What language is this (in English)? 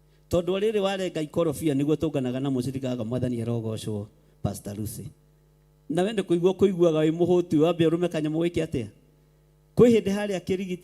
Kikuyu